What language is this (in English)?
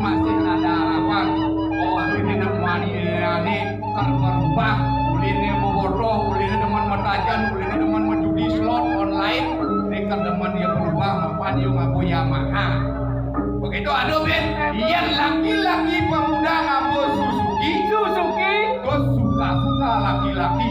Balinese